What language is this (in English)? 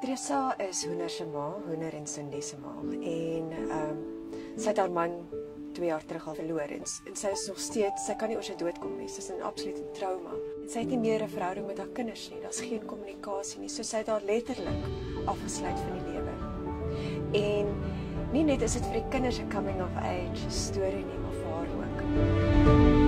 Afrikaans